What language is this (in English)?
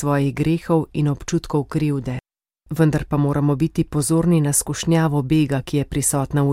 Slovenian